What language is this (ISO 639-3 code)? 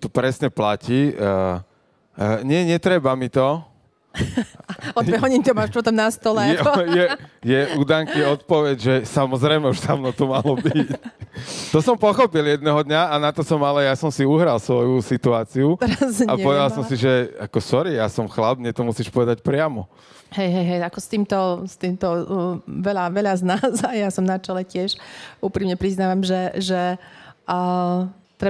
slk